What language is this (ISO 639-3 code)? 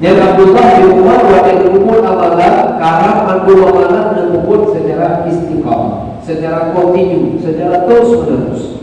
ace